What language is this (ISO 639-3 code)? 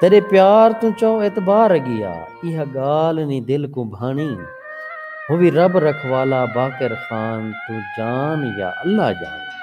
skr